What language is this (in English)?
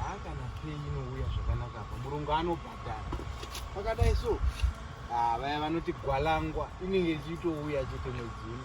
Shona